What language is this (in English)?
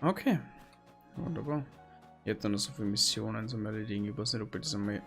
Bavarian